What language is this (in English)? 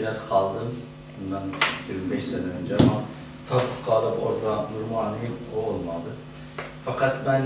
South Azerbaijani